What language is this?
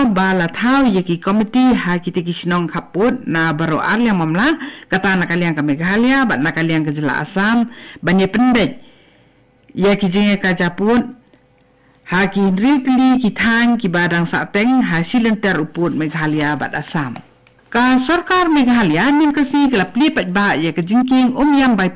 Khasi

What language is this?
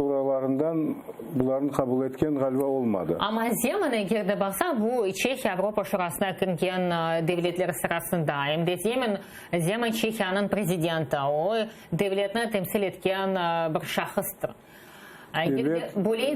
Crimean Tatar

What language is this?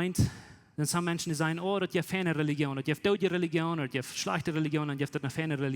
Plautdietsch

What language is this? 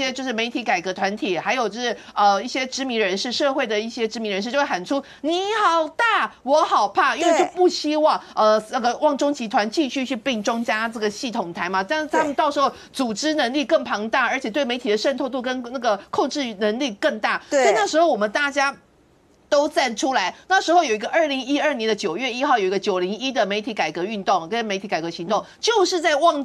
Chinese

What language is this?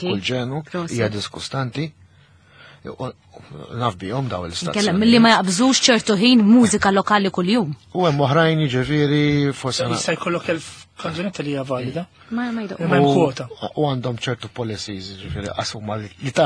Maltese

